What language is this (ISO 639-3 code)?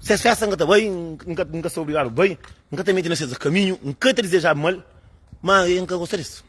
kea